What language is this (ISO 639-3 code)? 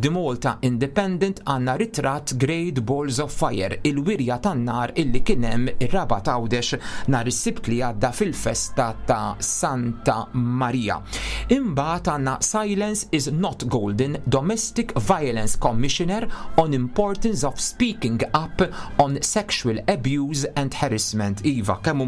mlt